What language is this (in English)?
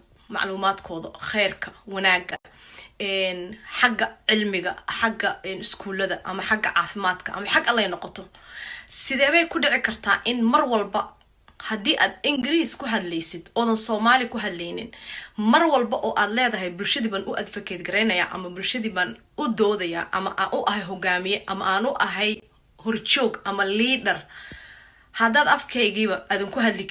Somali